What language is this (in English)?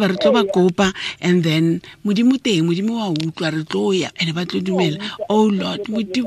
Tswana